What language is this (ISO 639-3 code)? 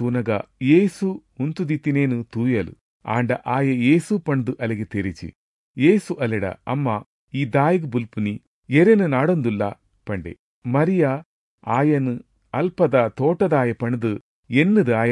tcy